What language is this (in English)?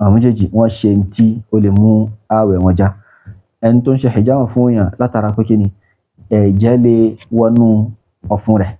Yoruba